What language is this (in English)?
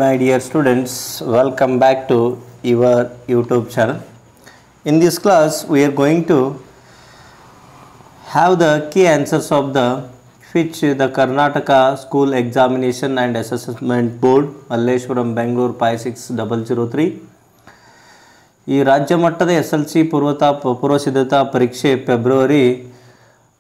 Kannada